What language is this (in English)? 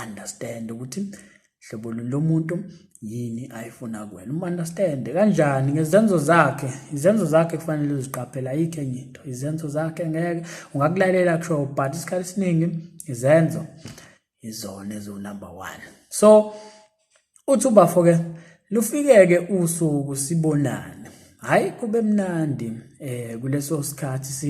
Zulu